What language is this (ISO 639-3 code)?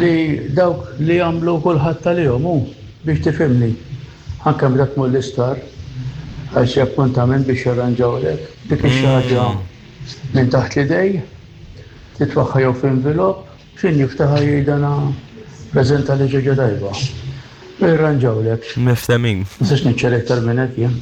mlt